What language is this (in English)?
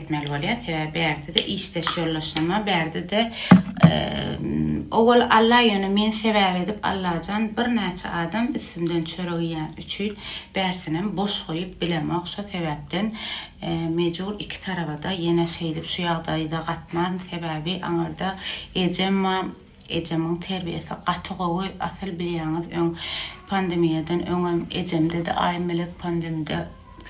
Turkmen